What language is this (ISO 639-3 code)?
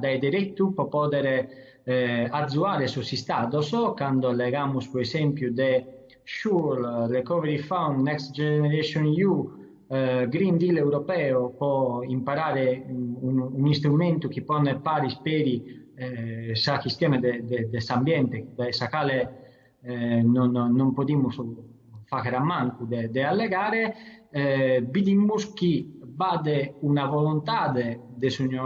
srd